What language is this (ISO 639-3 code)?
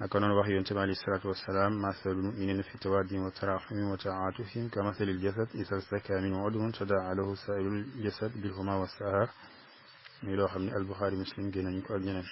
wol